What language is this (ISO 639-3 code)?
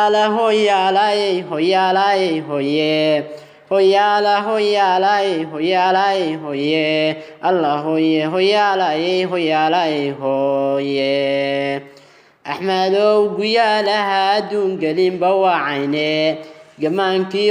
som